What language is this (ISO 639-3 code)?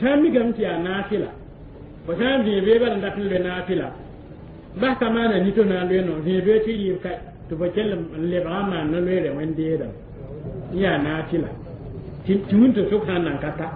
mos